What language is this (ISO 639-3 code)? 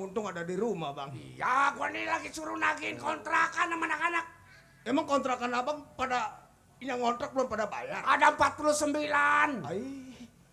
bew